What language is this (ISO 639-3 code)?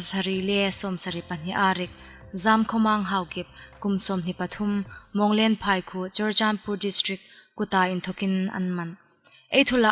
hmr